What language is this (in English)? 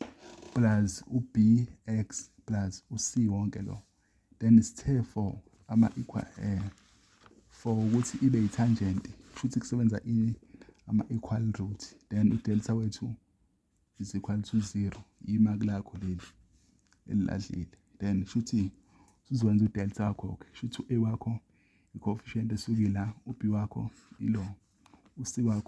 Zulu